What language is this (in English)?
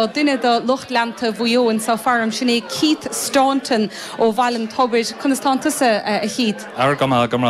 Irish